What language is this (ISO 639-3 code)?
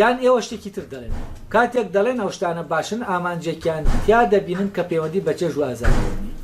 ckb